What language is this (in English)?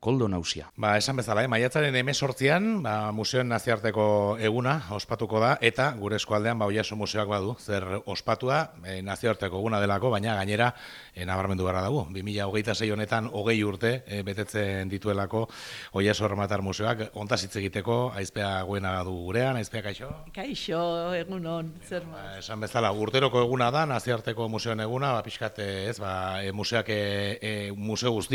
Basque